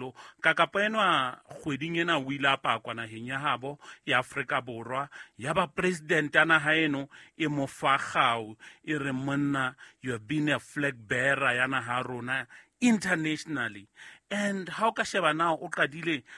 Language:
Southern Sotho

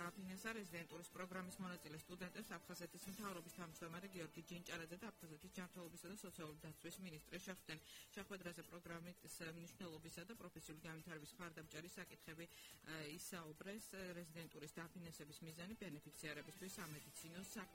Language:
Georgian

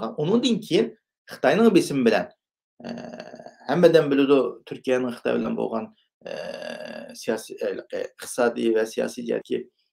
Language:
Uyghur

